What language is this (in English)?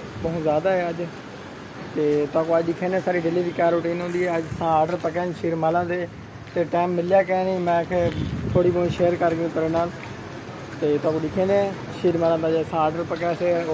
Saraiki